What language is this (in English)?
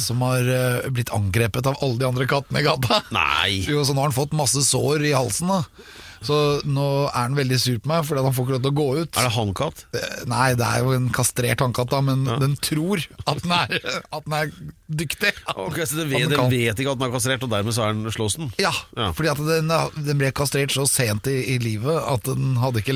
Norwegian